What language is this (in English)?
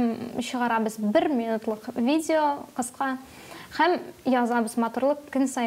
Tatar